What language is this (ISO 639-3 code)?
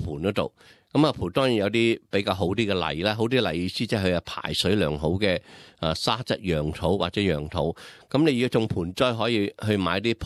yue